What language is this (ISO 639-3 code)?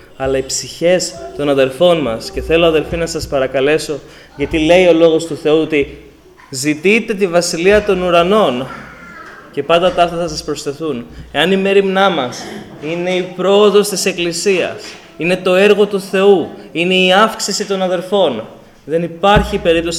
ell